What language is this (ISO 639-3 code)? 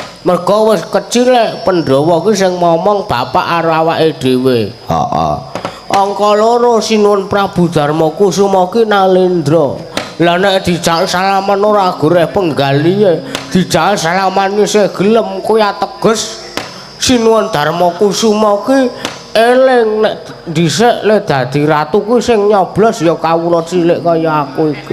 jav